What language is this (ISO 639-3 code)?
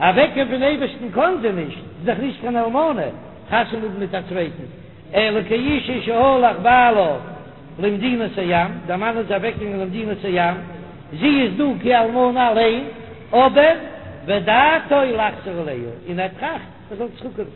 yid